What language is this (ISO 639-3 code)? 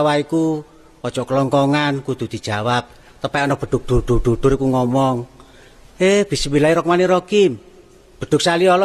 jav